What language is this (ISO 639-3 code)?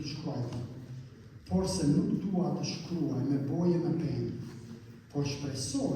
sqi